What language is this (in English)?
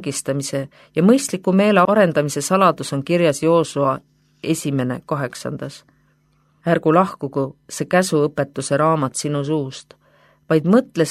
Estonian